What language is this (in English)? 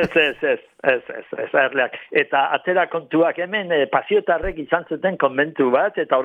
Basque